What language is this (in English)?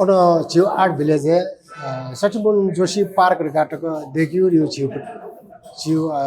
Newari